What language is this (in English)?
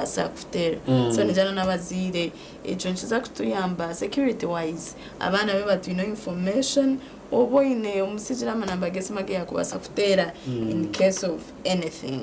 Nyankole